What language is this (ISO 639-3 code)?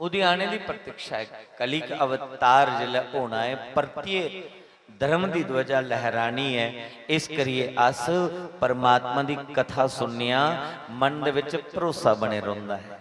doi